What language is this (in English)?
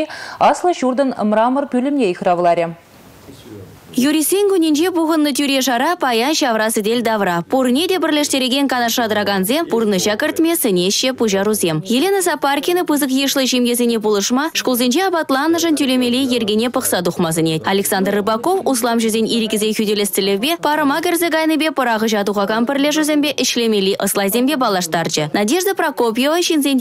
Chuvash